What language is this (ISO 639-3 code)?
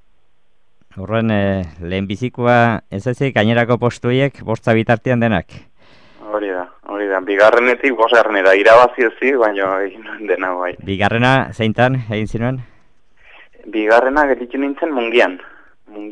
eus